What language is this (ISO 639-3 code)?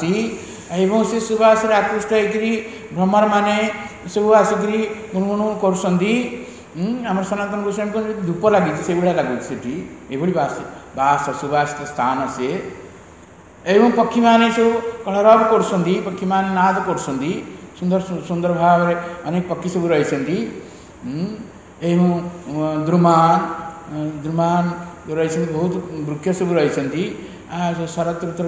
ori